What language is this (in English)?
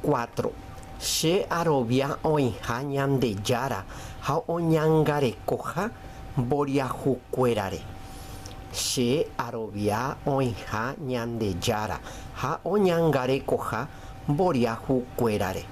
Guarani